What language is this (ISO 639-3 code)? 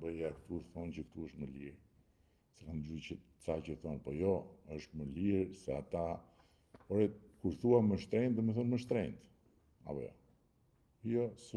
sqi